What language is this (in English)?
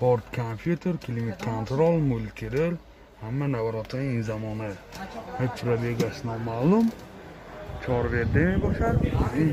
Tajik